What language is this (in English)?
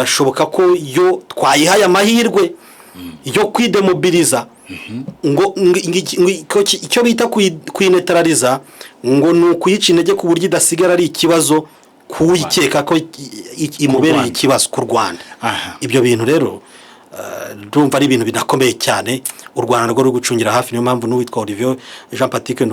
Kinyarwanda